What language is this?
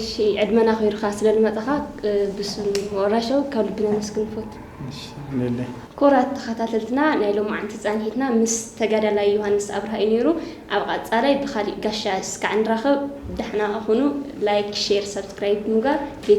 Tigrinya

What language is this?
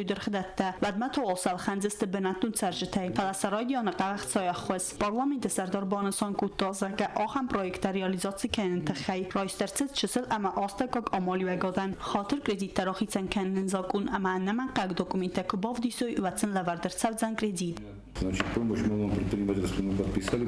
Ossetic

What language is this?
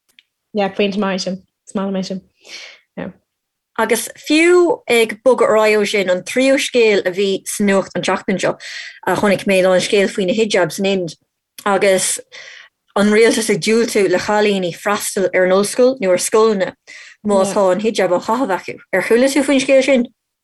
Irish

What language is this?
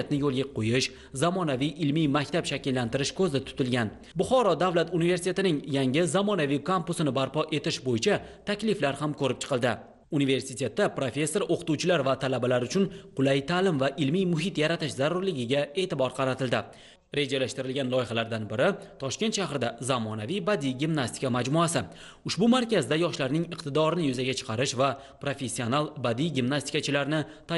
Uzbek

